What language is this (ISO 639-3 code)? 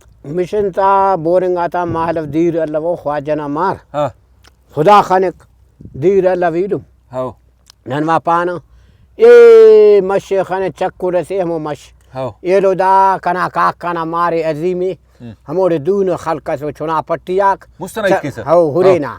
brh